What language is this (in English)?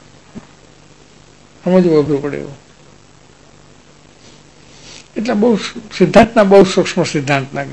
Gujarati